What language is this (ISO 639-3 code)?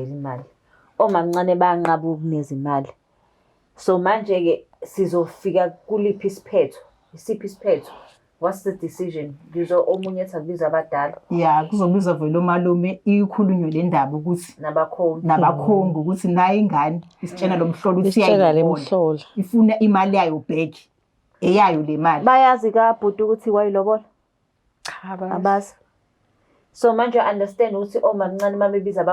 zul